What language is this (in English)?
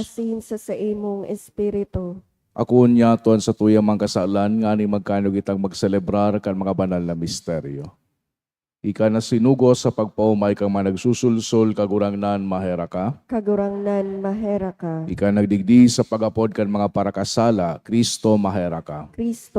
Bikol